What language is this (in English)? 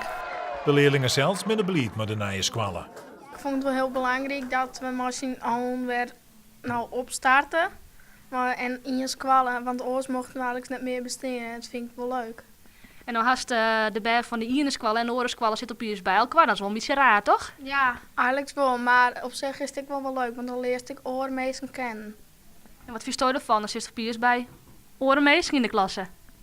Western Frisian